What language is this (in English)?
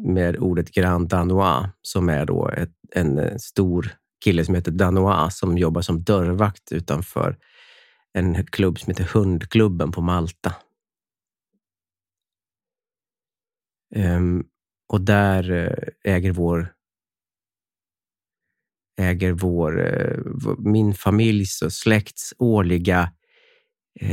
Swedish